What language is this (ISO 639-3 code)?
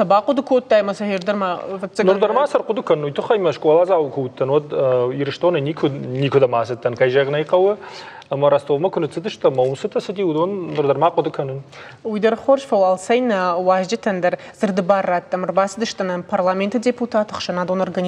oss